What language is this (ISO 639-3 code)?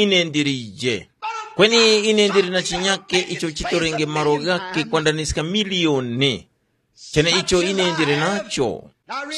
tum